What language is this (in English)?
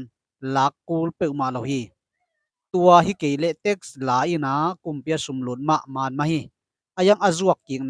Tedim Chin